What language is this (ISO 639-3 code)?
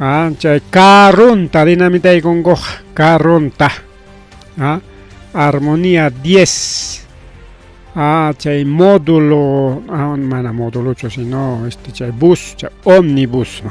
quy